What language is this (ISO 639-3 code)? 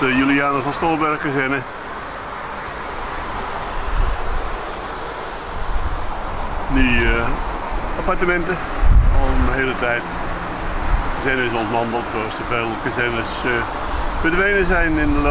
nld